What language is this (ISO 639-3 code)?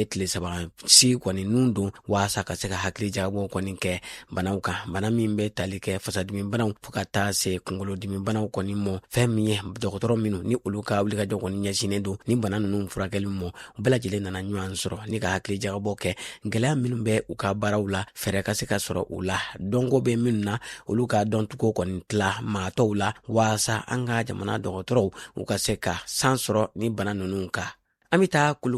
bam